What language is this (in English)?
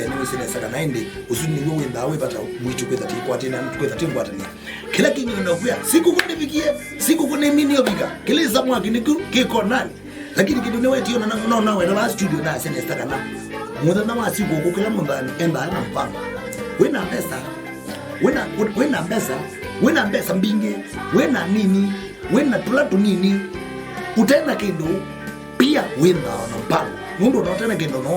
Kamba